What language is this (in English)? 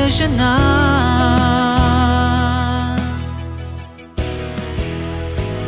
Bulgarian